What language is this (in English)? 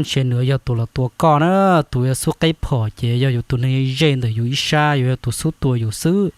Hmong